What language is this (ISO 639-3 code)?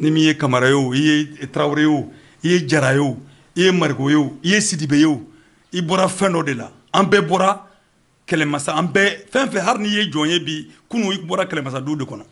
bam